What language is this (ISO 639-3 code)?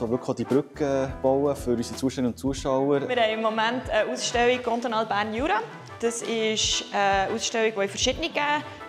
gsw